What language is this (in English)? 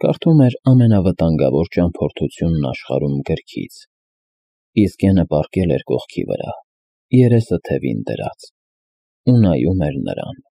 Armenian